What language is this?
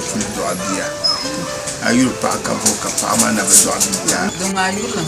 Dagbani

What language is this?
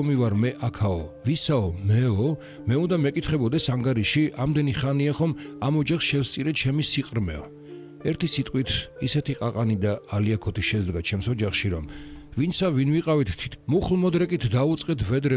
Georgian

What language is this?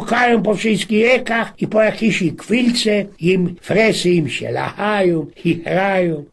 Silesian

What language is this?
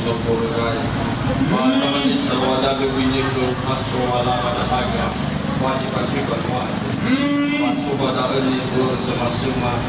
Nias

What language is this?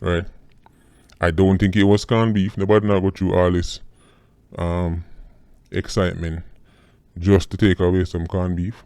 Jamaican Creole English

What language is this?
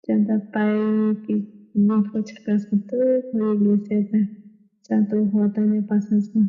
South Bolivian Quechua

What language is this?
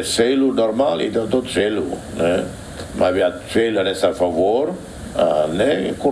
Tetum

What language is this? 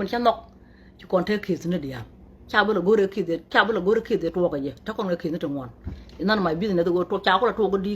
Nuer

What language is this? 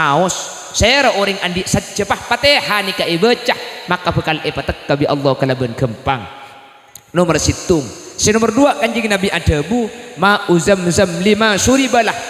Madurese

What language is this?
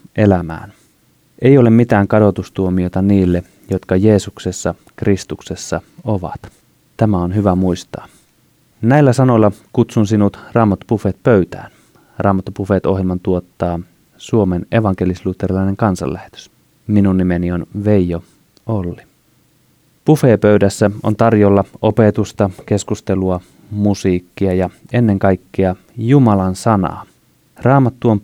Finnish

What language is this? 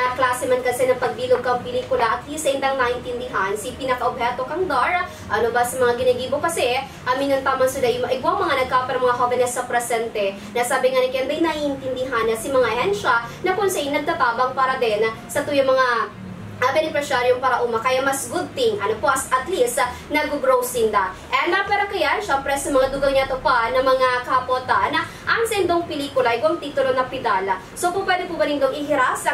Bikol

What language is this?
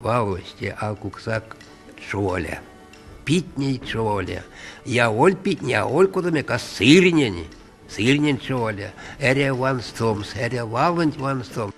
Erzya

